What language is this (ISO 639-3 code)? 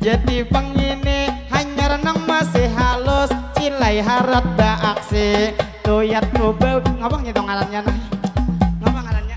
bjn